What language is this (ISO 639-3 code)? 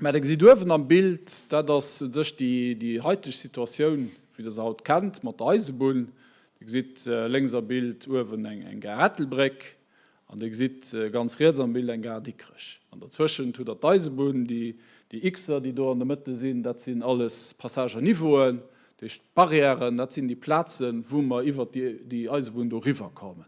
ltz